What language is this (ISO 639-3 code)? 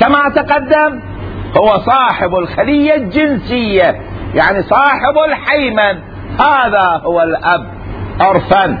acm